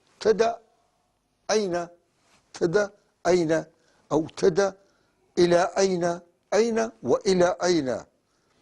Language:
North Levantine Arabic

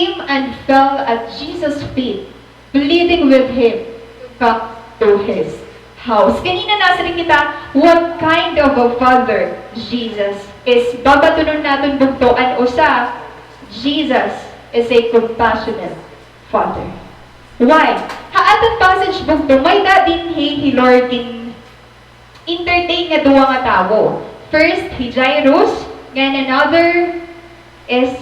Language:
Waray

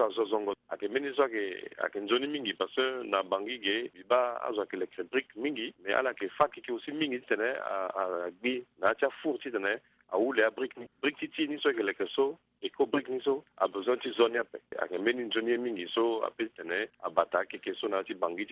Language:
Sango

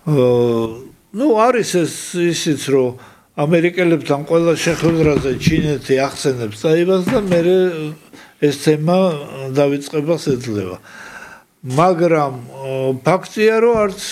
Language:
Georgian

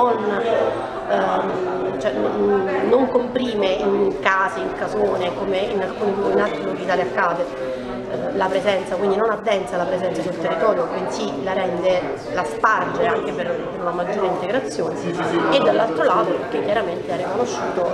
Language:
Italian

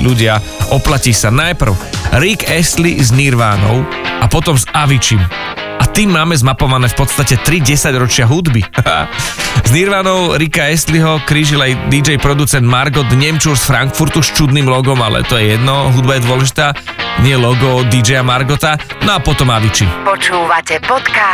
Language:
Slovak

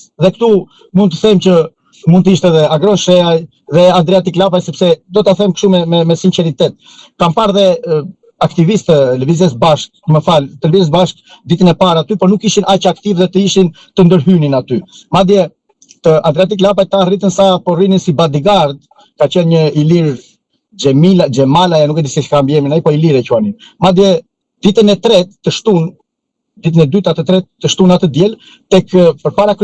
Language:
Albanian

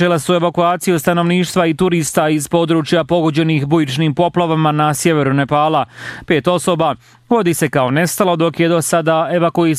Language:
Bosnian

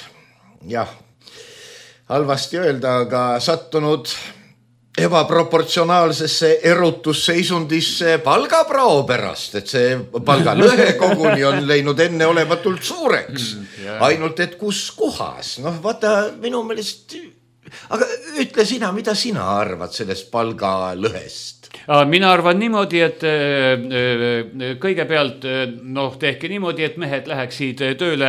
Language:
Estonian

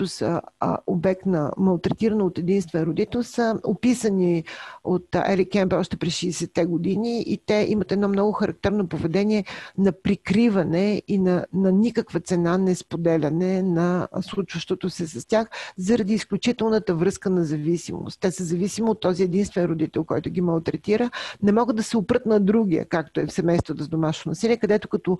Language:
Bulgarian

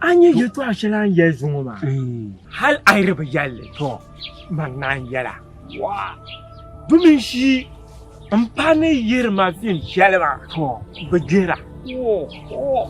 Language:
Dagbani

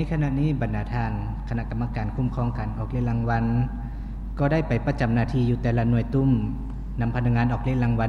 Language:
Lao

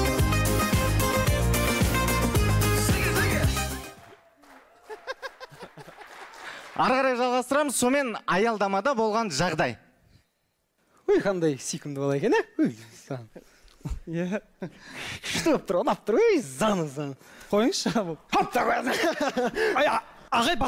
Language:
Kazakh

